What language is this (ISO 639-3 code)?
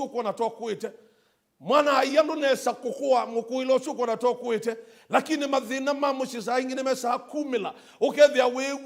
kam